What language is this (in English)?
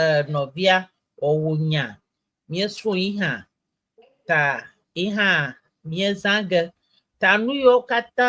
Ewe